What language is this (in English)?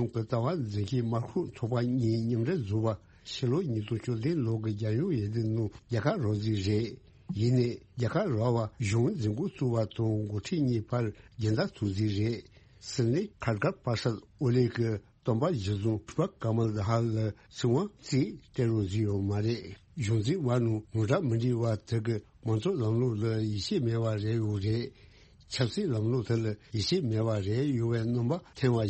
Tibetan